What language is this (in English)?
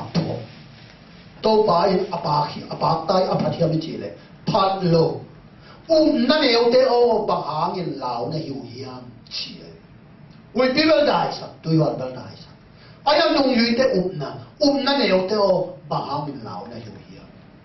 Tedim Chin